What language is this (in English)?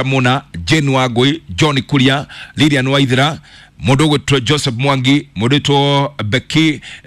Kikuyu